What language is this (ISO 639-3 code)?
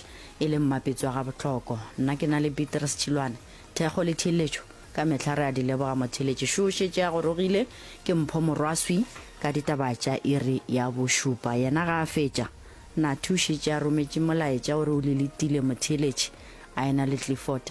nso